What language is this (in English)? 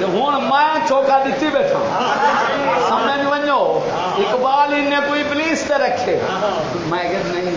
Saraiki